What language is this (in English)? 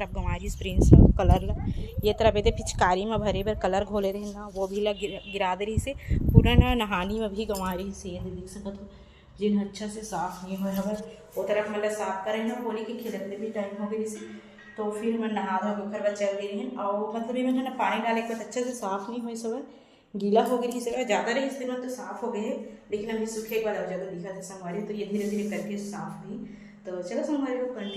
Chhattisgarhi